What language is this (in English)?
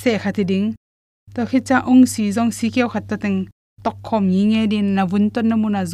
Tedim Chin